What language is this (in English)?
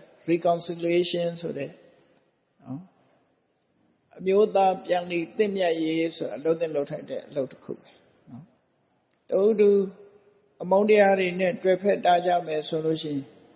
Burmese